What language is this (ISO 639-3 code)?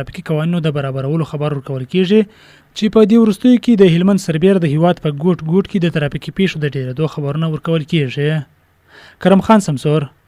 pus